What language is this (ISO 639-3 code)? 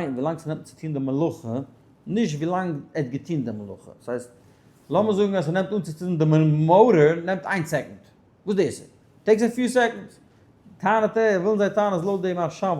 yid